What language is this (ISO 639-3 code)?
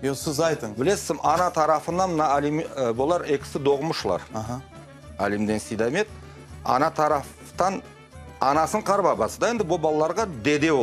crh